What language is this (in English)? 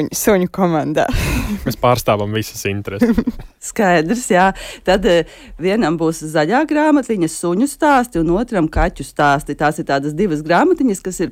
Latvian